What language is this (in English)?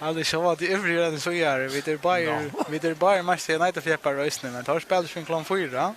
Faroese